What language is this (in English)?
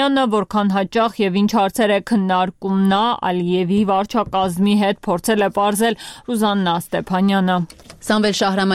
Armenian